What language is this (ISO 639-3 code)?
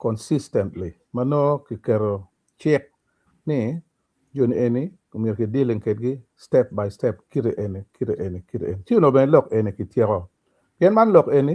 ach